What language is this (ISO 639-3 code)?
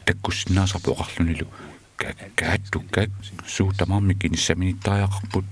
kal